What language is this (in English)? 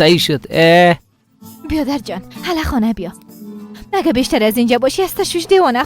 Persian